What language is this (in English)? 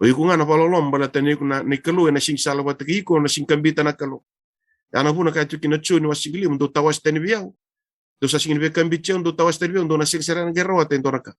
Fijian